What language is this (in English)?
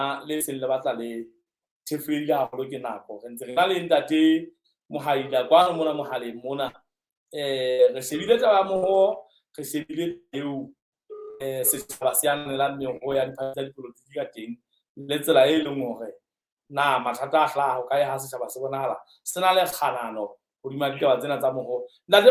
Southern Sotho